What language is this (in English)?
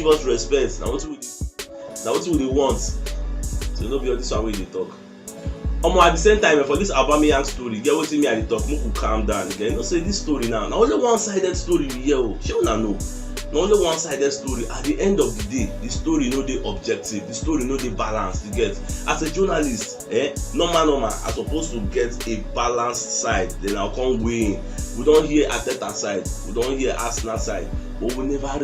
Nigerian Pidgin